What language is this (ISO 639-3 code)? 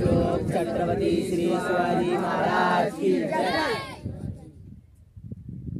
mar